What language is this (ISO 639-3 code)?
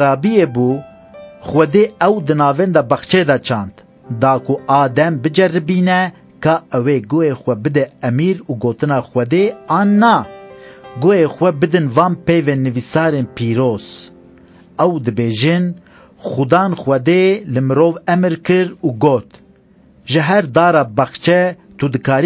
kur